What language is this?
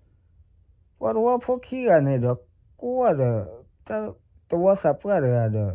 S'gaw Karen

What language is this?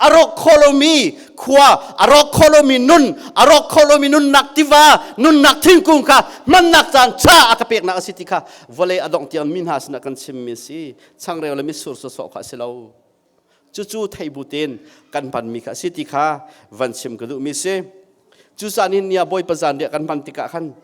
Hakha Chin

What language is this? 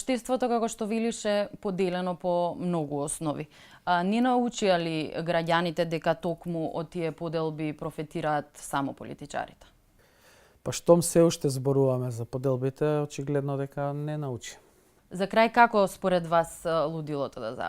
Macedonian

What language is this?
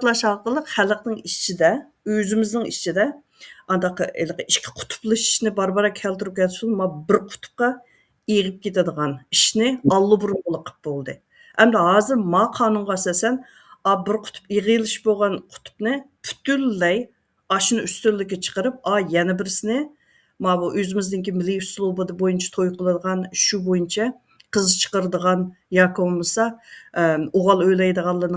Uyghur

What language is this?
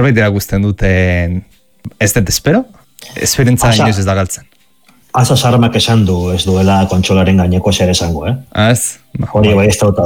Basque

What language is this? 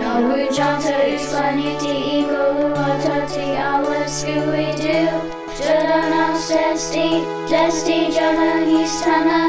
Cherokee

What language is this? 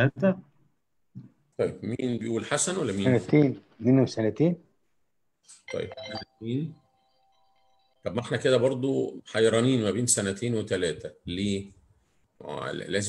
Egyptian Arabic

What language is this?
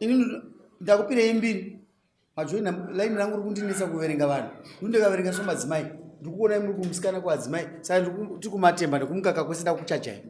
Shona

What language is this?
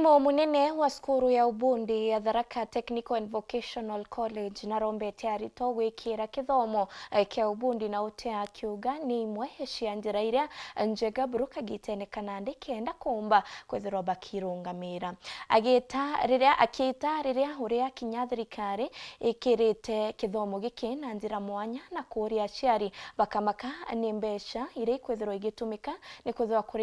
Meru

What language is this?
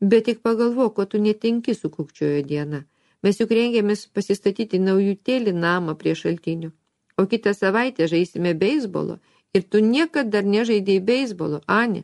Lithuanian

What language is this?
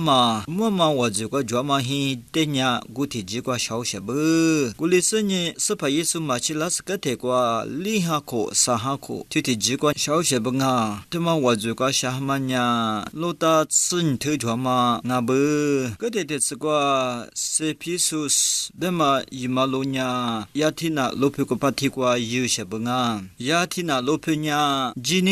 Lisu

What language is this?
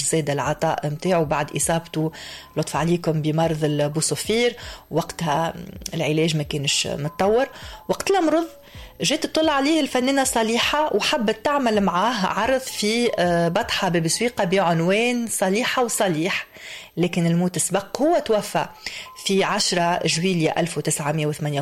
Tunisian Arabic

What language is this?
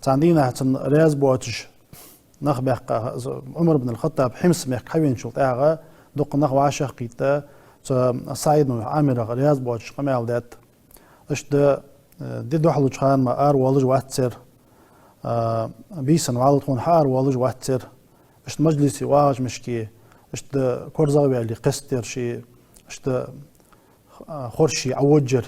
Ingush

